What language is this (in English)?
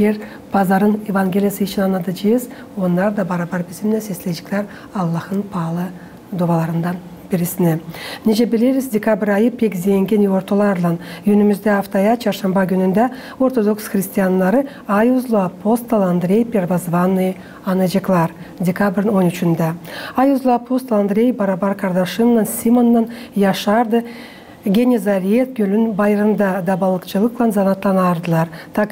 Gagauz